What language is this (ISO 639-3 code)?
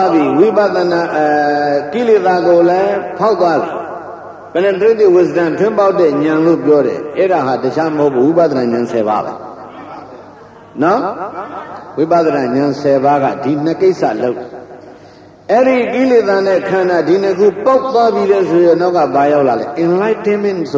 mya